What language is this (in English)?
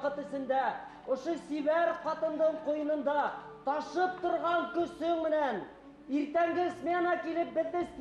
Bashkir